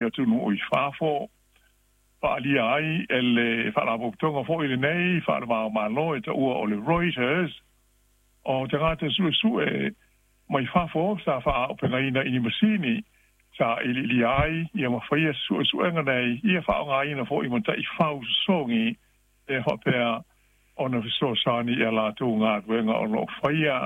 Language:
Samoan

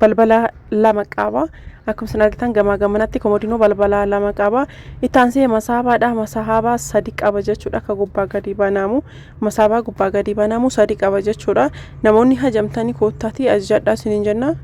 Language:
Oromo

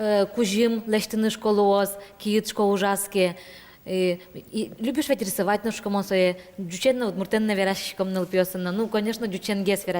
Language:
Udmurt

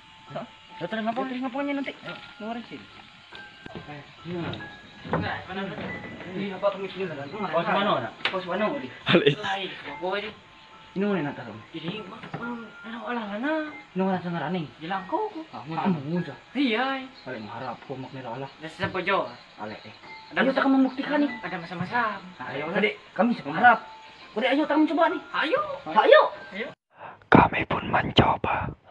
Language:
Ma'anyan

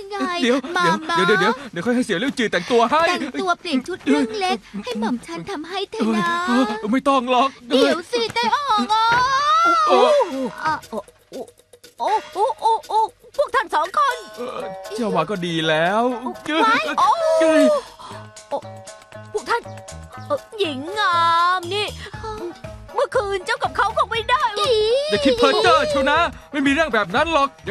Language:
Thai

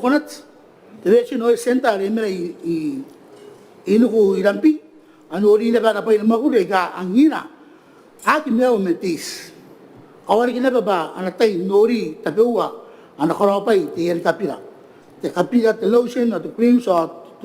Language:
Gilbertese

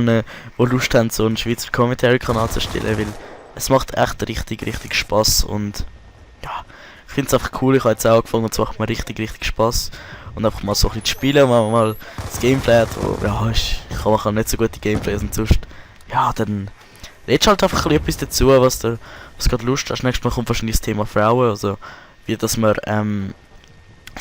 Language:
Swiss German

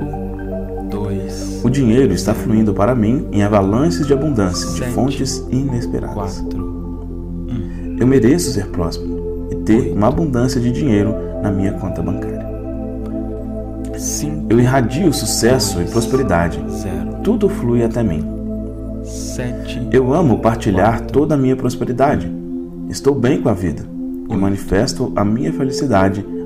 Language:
Portuguese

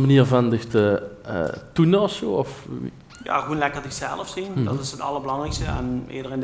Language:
Limburgish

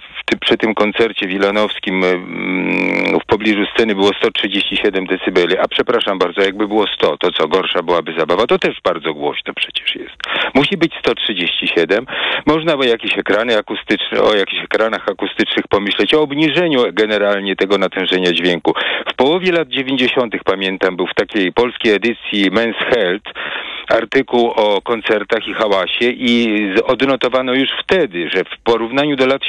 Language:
Polish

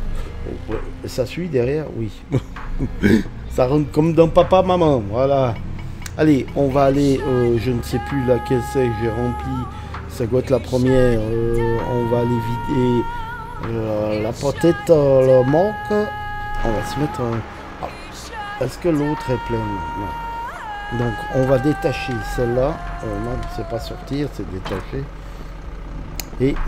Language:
French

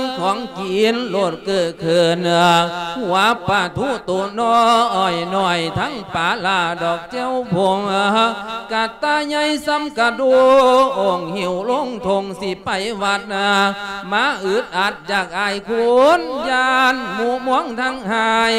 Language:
Lao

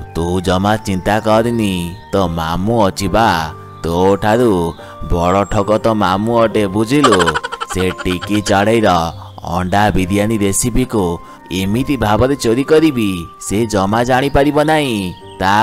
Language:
Odia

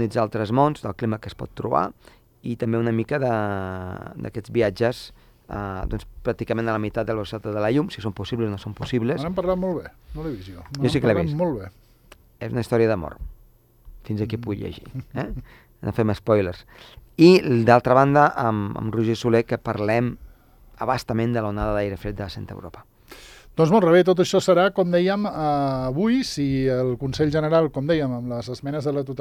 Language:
Catalan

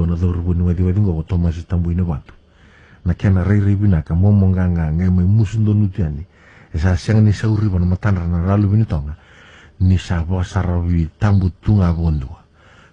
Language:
Fijian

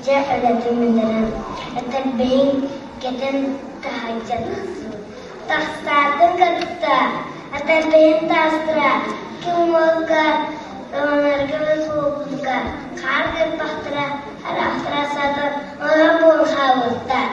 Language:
Yakut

